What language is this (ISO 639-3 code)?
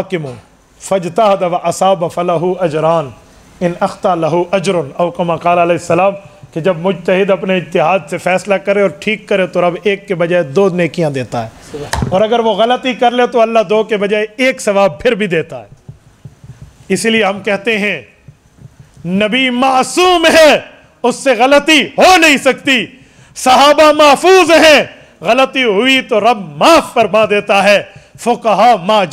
urd